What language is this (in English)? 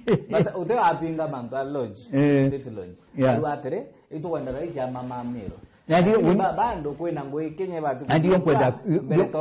Meru